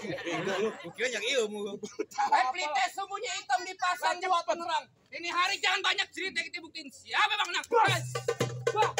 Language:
Betawi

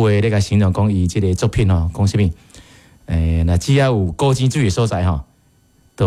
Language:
Min Nan Chinese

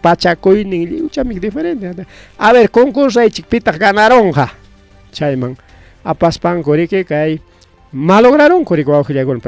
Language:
Ayacucho Quechua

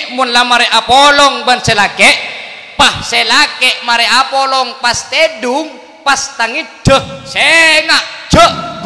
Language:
Madurese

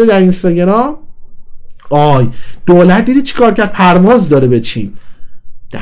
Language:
Persian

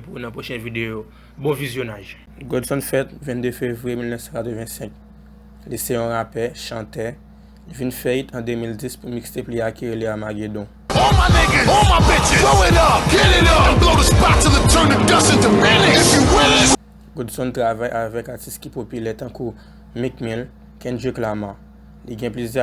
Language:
Haitian Creole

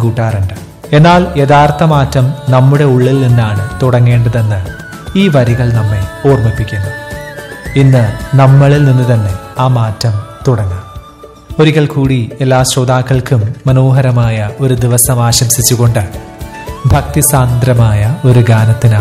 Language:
Malayalam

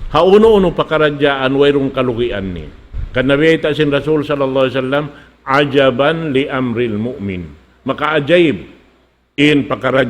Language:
Tausug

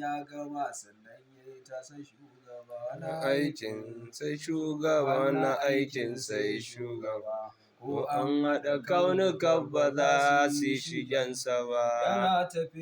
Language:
Hausa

